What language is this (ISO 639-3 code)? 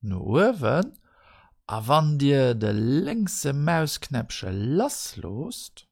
ltz